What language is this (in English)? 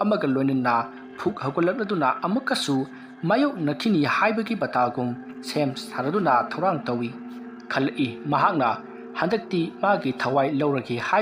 Manipuri